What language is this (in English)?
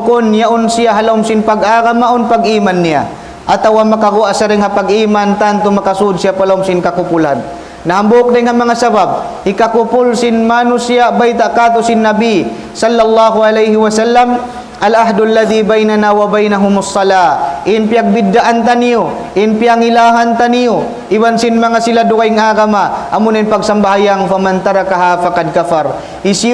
Tausug